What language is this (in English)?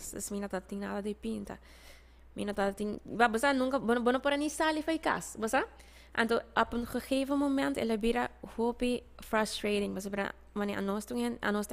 Papiamento